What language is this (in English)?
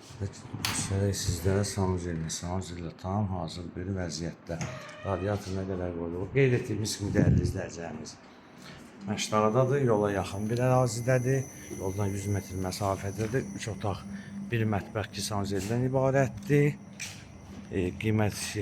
Azerbaijani